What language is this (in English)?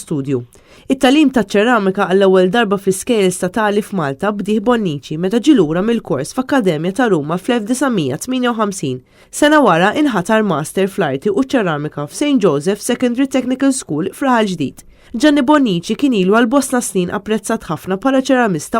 Maltese